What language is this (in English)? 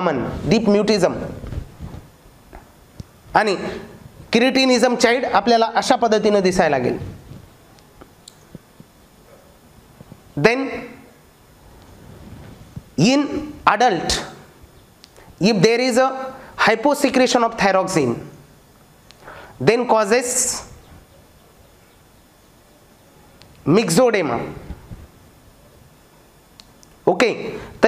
Marathi